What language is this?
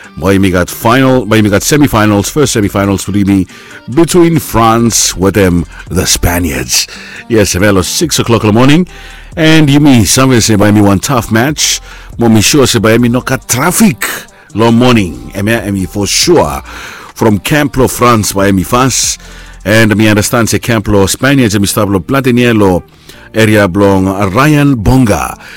Bislama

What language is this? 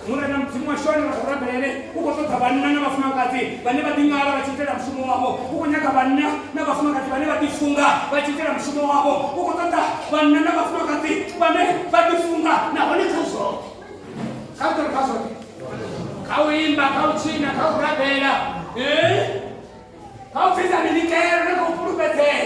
Venda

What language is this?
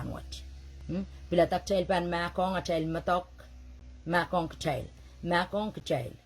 Pohnpeian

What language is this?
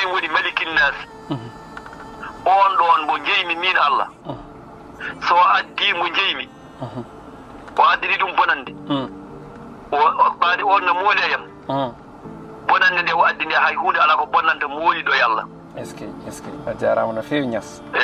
Fula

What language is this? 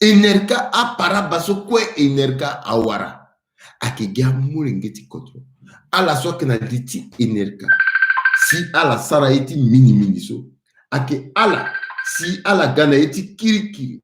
Sango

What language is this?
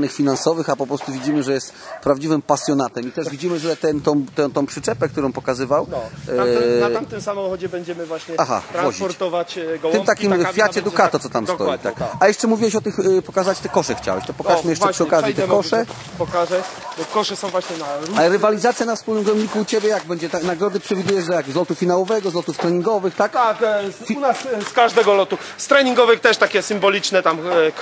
Polish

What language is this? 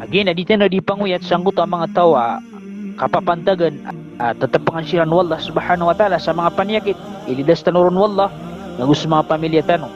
Maranao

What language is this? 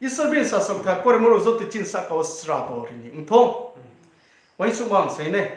Riang (India)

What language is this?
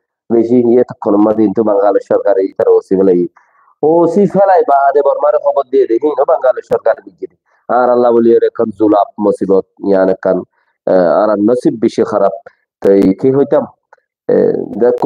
Rohingya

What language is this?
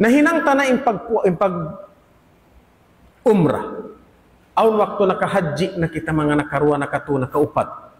Tausug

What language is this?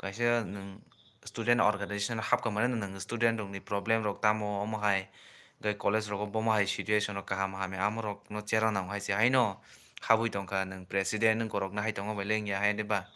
Kok Borok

